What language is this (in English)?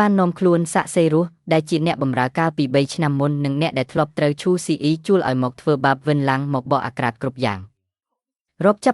Khmer